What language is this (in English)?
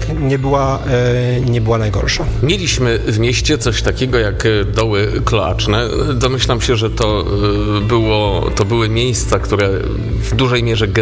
Polish